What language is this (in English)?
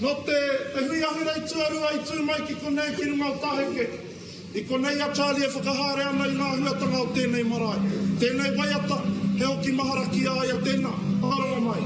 Māori